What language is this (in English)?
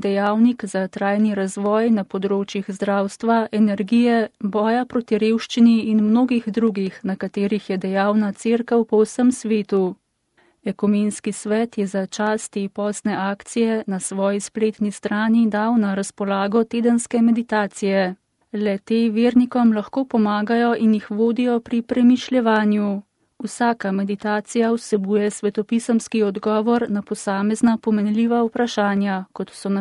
Slovenian